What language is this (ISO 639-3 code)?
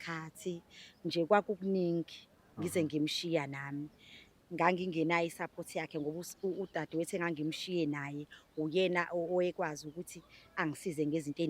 zul